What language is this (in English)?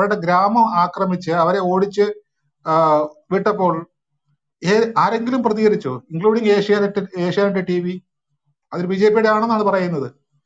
Malayalam